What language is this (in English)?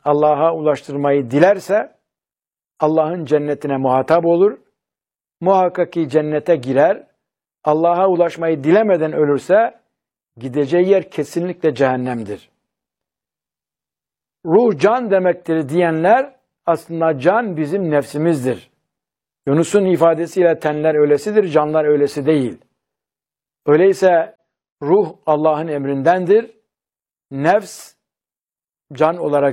Turkish